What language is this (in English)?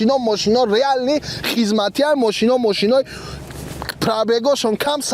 Tajik